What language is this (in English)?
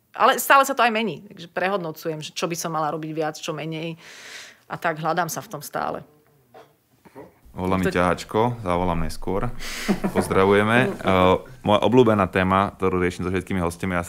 Slovak